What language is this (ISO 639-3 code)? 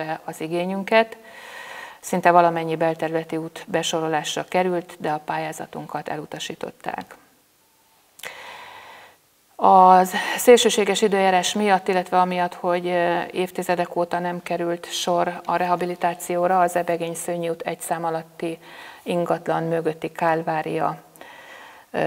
hun